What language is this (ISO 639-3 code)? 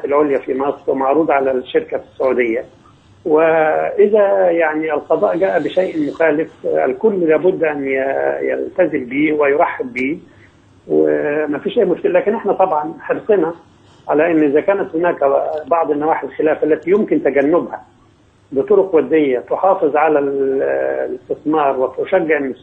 arz